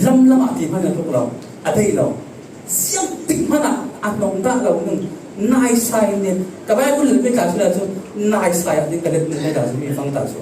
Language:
Falam Chin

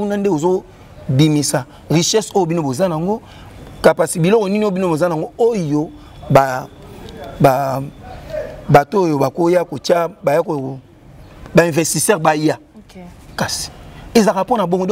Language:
Lingala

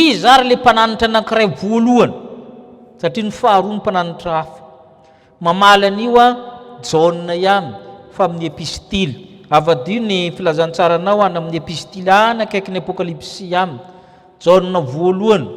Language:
Malagasy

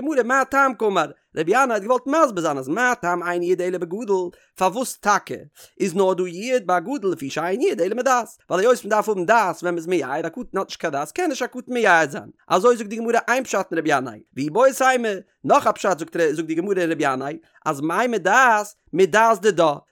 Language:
Yiddish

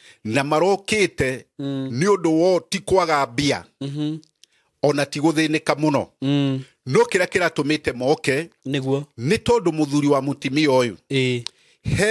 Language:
Kikuyu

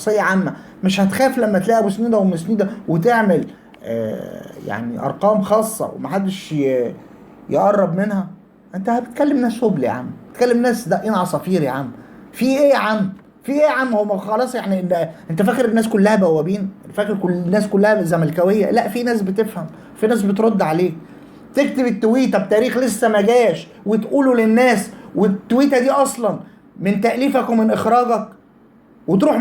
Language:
Egyptian Arabic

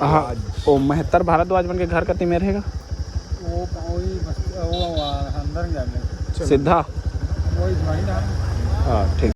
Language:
Chhattisgarhi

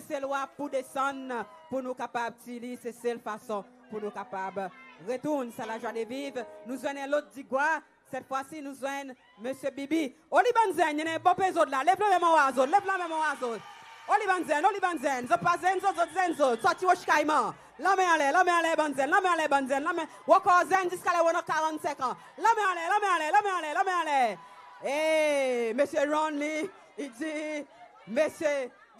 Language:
Seselwa Creole French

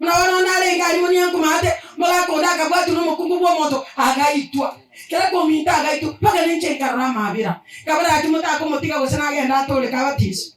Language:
Gusii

